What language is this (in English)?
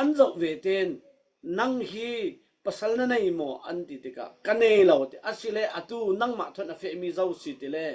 Falam Chin